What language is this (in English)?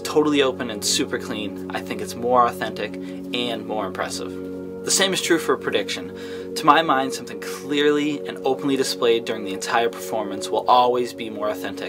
English